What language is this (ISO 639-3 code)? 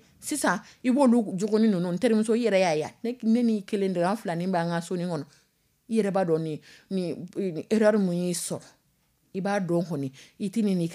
dyu